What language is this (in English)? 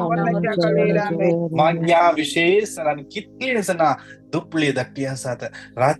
Konkani